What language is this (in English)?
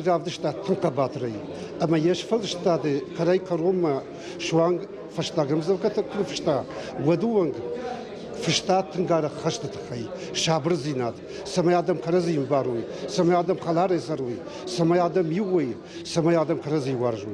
Ossetic